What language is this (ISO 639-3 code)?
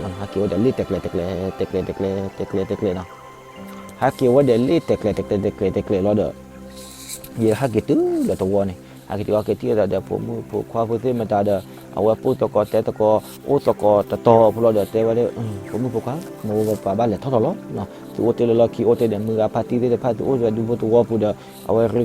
ksw